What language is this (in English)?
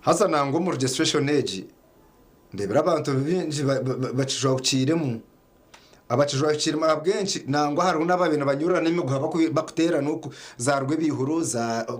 Nyankole